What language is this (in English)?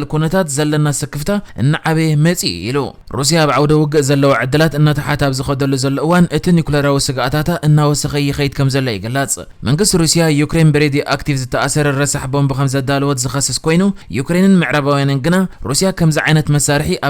Tigrinya